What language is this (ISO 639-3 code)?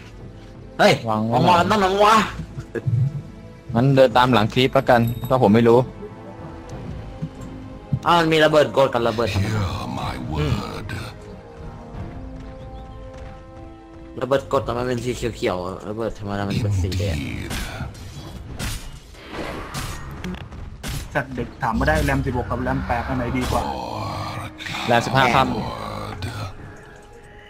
tha